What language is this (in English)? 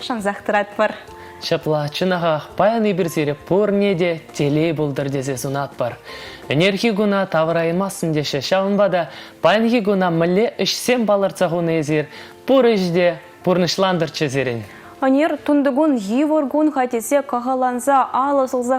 Chuvash